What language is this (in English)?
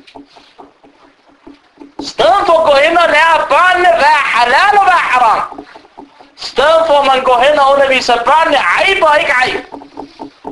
Danish